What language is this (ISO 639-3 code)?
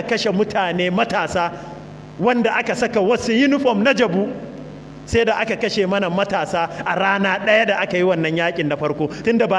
hau